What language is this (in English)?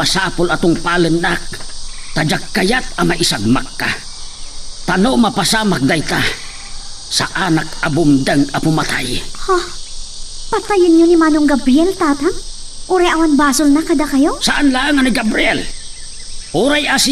Iloko